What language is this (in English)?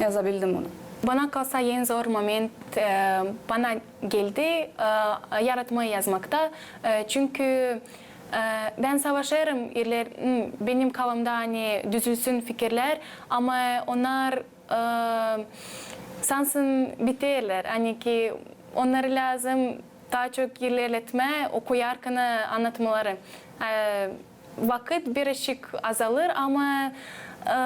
Gagauz